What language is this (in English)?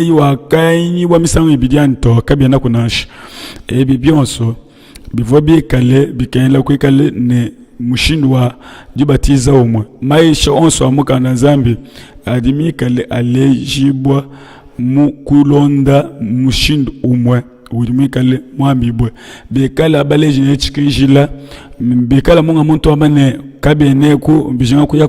Luba-Lulua